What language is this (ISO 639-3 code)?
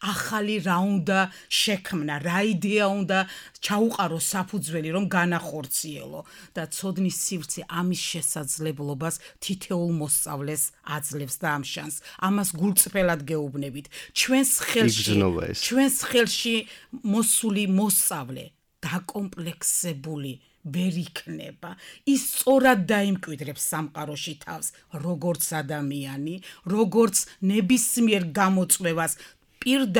kat